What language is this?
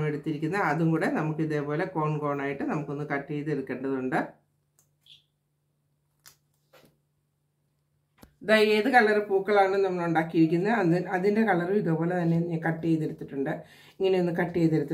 Malayalam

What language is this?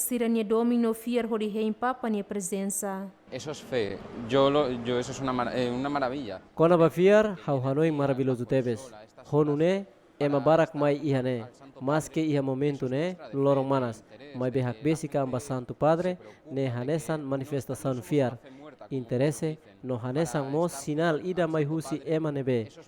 Tetum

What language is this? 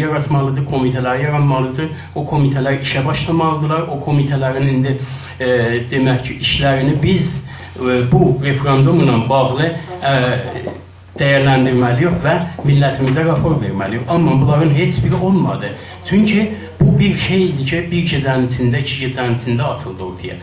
South Azerbaijani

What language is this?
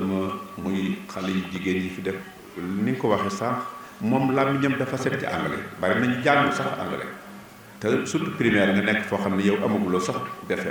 Wolof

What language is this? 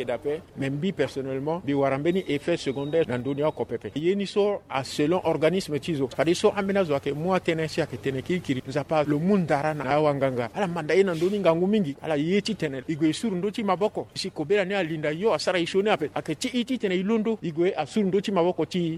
Sango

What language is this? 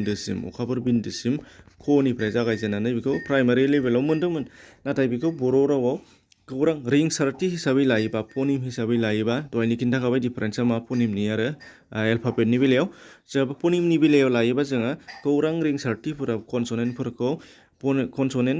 Bodo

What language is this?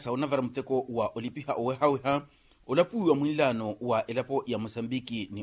Makhuwa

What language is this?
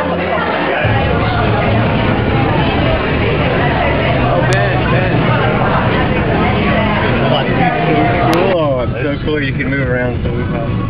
English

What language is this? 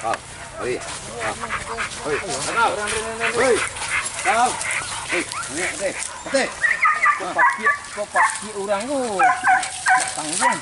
Minangkabau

